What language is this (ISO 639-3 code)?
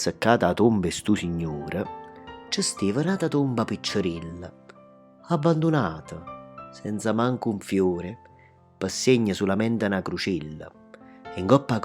nap